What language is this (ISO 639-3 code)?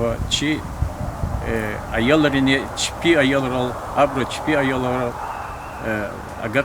lez